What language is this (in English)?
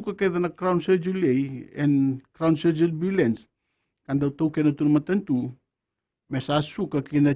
Fijian